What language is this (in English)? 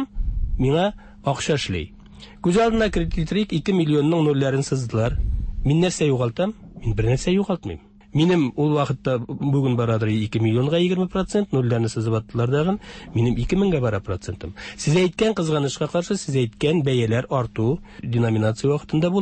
Tatar